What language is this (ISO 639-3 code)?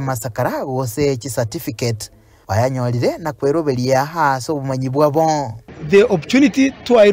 guz